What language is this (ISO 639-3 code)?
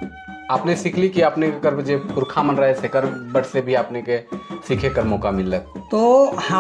sck